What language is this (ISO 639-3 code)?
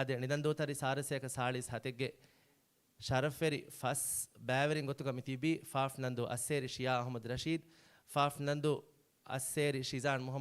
div